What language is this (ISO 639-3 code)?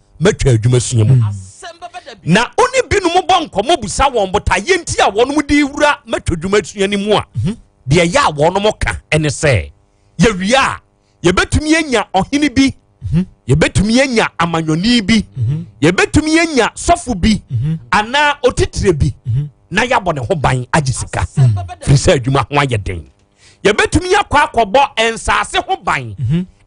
aka